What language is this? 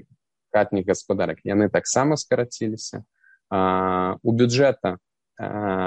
Belarusian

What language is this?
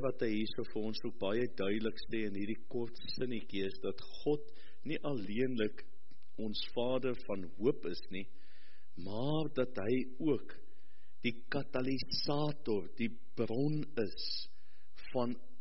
Afrikaans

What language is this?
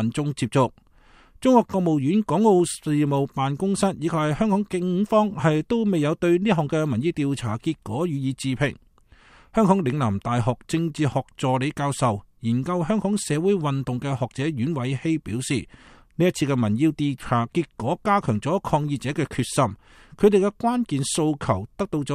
Cantonese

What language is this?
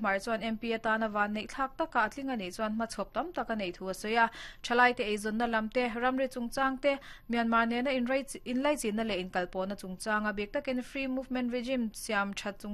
Mizo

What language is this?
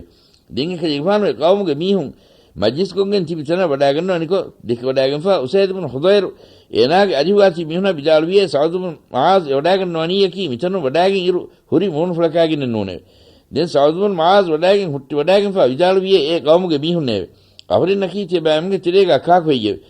Divehi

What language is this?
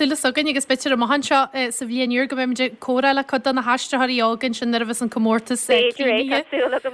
Irish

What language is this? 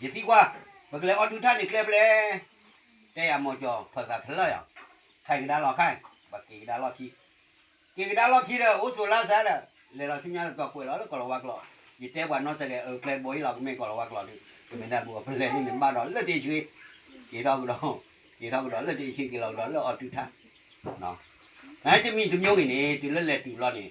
S'gaw Karen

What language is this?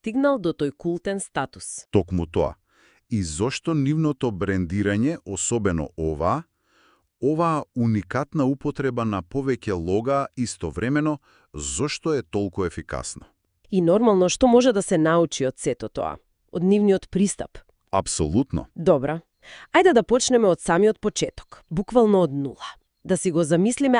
Macedonian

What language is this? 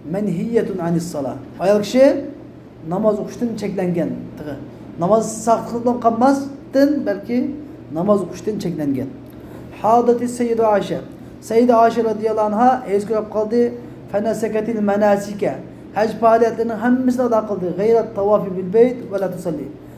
Uyghur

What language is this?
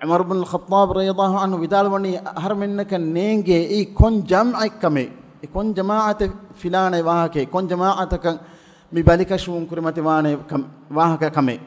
Divehi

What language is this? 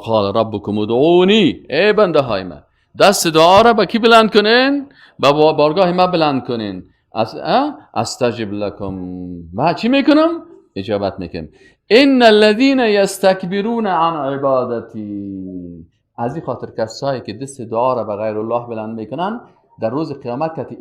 Persian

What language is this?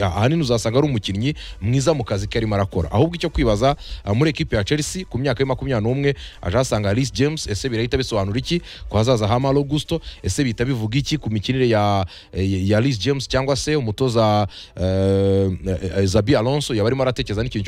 Kinyarwanda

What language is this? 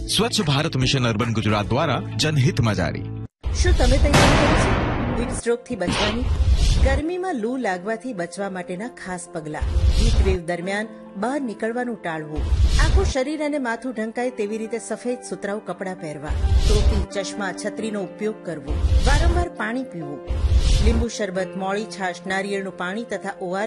Gujarati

